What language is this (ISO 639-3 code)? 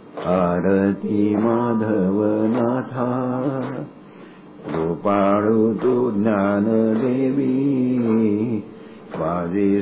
mar